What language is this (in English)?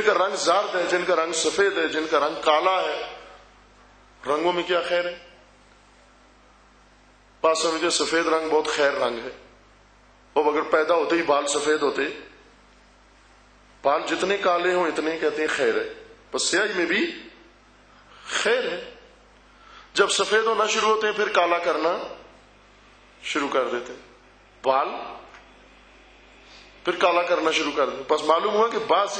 Urdu